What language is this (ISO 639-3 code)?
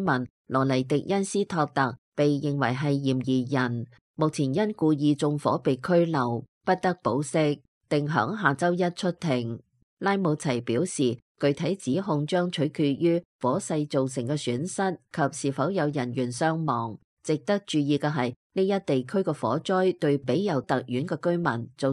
yue